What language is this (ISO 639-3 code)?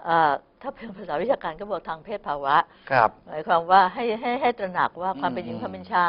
tha